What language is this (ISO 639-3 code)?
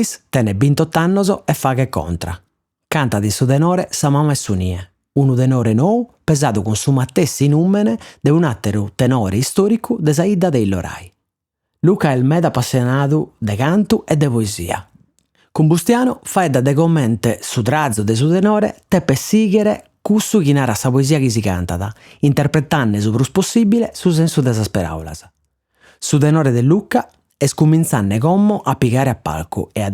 srd